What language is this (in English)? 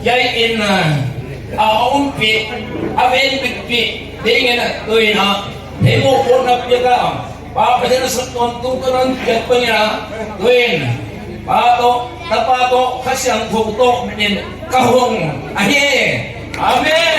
Paite Chin